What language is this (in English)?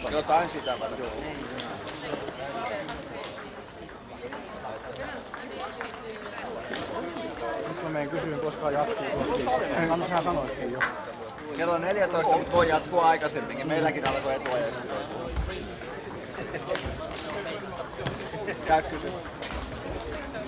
Finnish